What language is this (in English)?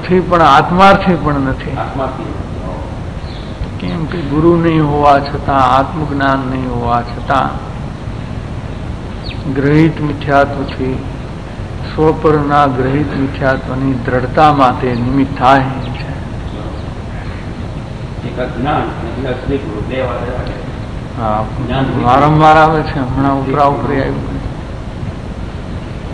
Gujarati